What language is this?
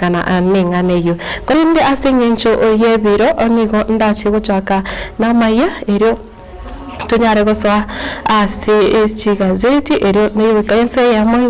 Gusii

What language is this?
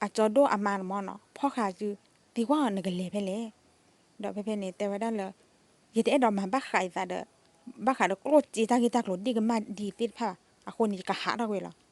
S'gaw Karen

